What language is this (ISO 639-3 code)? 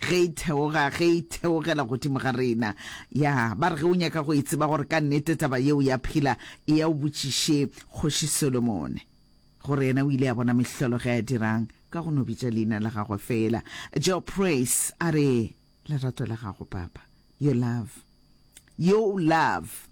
nso